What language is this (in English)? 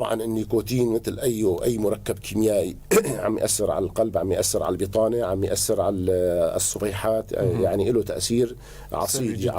North Levantine Arabic